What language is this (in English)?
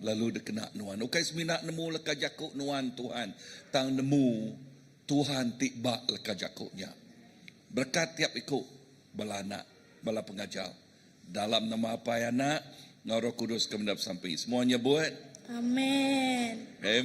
Iban